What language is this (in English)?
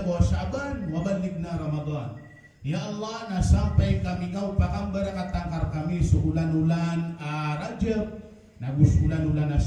Maranao